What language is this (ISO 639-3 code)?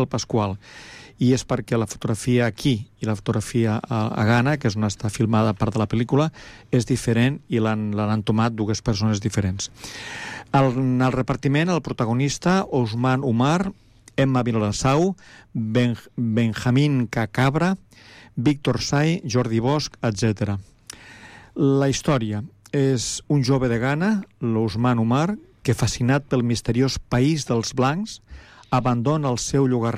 cat